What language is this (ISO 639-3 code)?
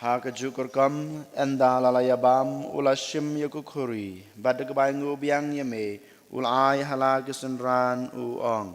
kha